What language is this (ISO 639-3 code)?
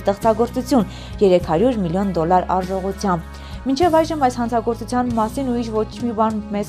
hye